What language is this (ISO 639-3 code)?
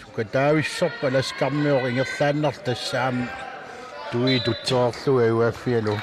kal